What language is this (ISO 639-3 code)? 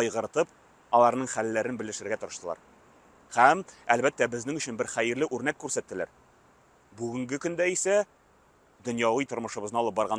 tat